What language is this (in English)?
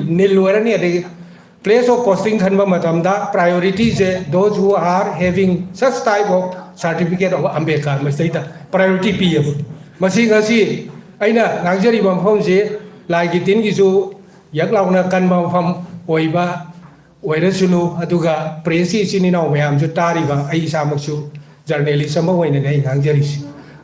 Manipuri